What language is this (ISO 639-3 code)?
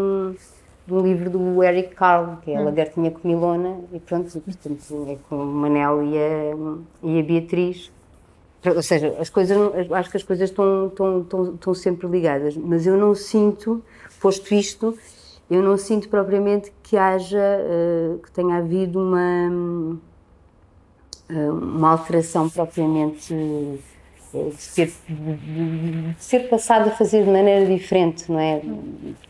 por